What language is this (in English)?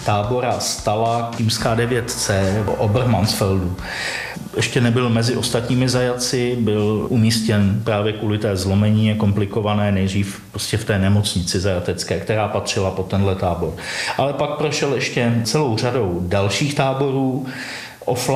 Czech